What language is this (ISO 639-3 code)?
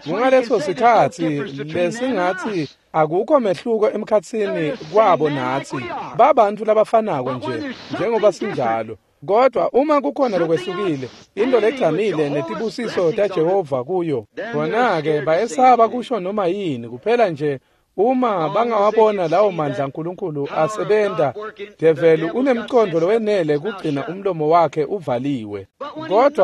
ssw